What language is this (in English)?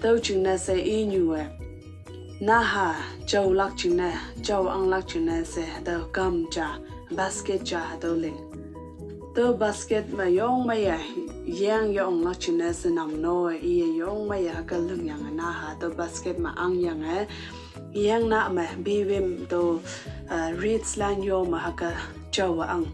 Konyak Naga